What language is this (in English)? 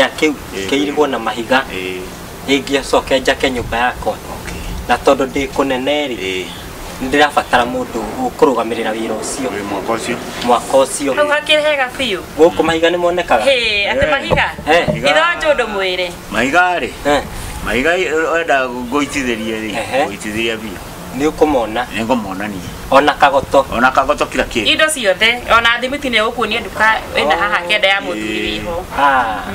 Kikuyu